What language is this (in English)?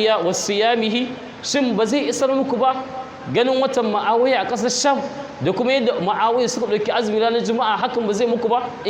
Hausa